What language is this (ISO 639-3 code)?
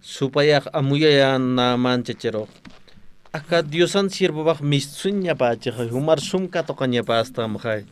aym